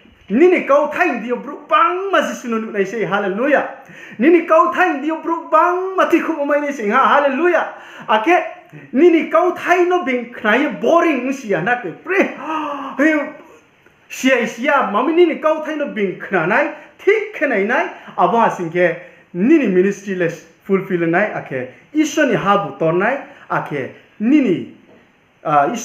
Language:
Riang (India)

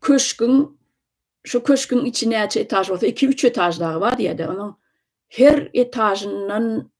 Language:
Turkmen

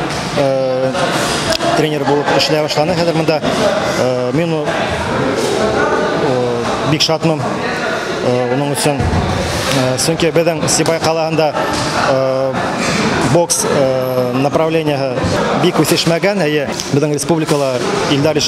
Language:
Bashkir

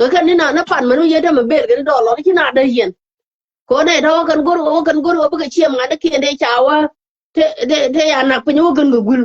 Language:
Nuer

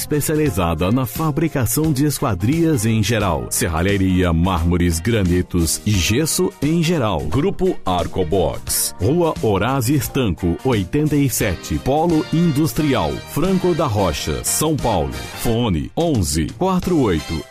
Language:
Portuguese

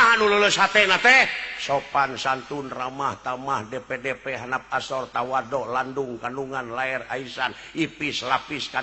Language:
Sundanese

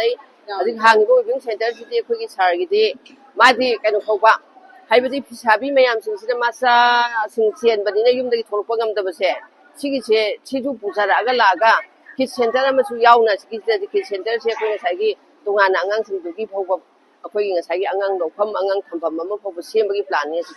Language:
Manipuri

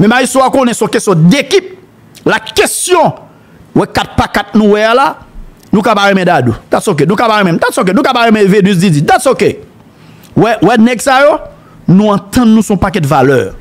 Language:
Haitian Creole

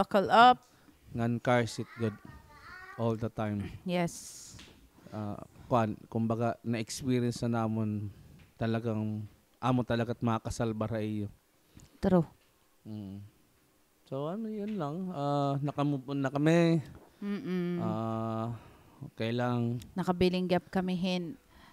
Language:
Waray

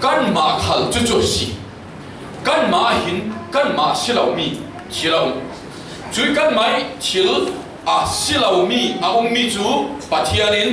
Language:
Falam Chin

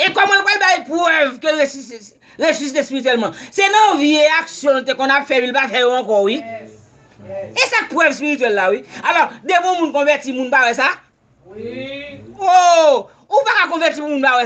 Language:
Haitian Creole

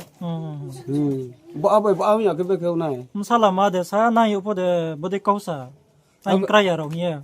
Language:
Riang (India)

